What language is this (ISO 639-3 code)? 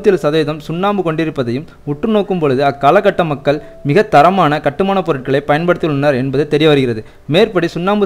tam